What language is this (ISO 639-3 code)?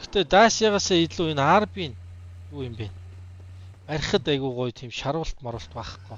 mon